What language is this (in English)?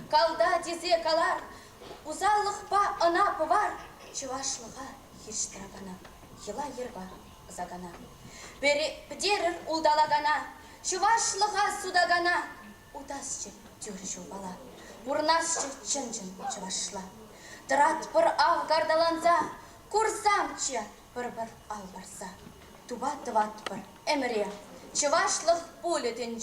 Chuvash